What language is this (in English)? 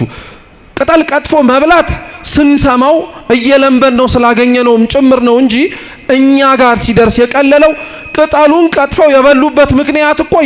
Amharic